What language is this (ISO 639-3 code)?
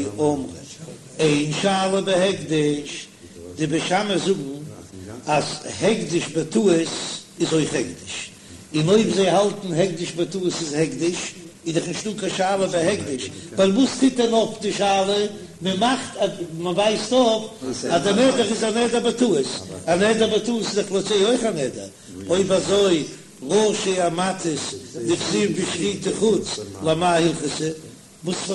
yid